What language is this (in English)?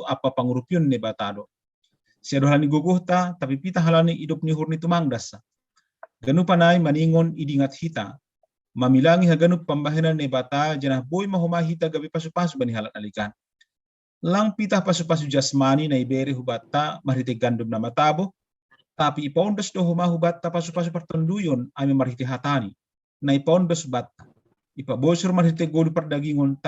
Batak Simalungun